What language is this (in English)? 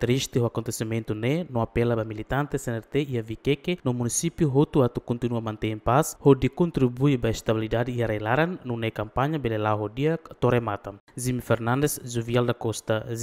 Tetum